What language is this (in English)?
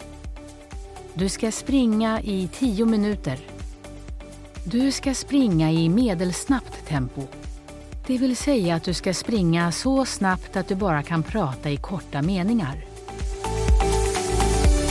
Swedish